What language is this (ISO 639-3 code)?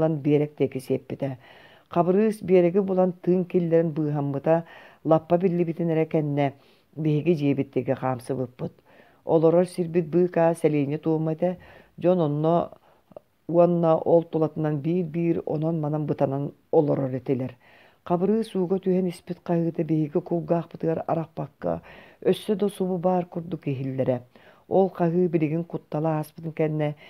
sah